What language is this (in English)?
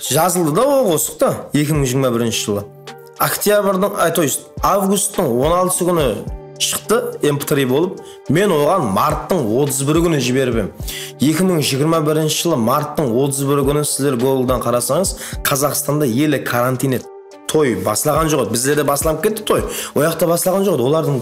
Kara-Kalpak